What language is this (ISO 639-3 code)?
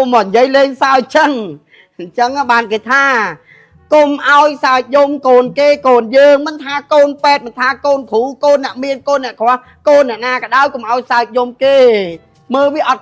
khm